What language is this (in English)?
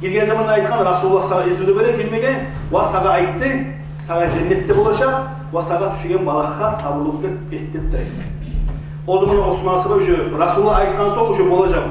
Kumyk